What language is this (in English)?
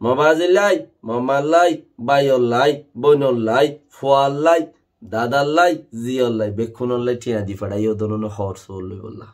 Rohingya